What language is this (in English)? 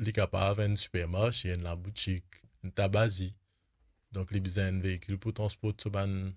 Morisyen